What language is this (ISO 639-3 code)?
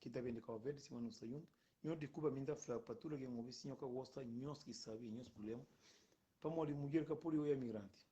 kea